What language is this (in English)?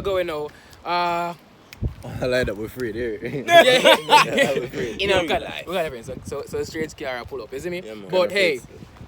Jamaican Creole English